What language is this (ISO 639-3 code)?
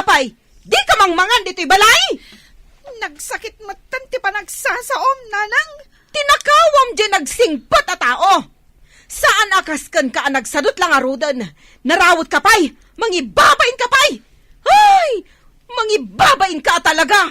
ilo